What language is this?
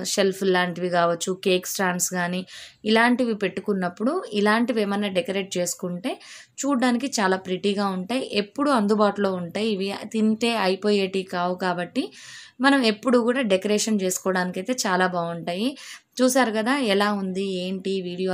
Telugu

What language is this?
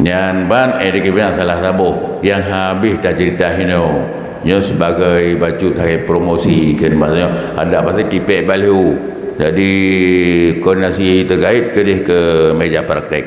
Achinese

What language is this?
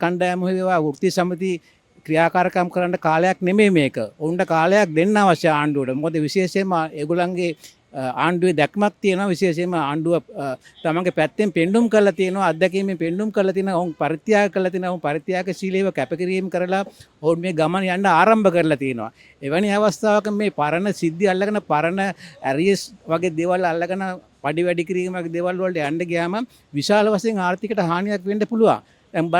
Sinhala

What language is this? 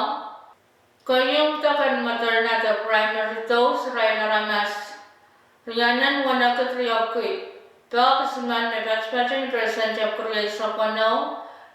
Pohnpeian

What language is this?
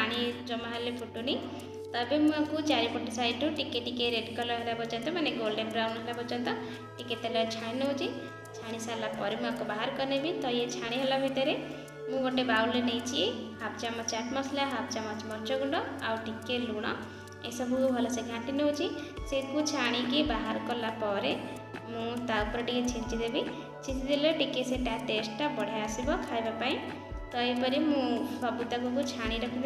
Odia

